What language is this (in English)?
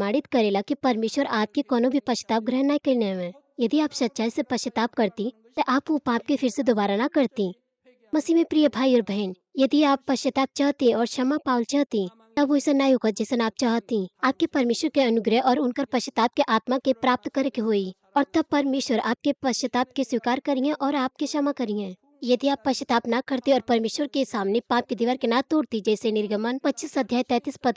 Bhojpuri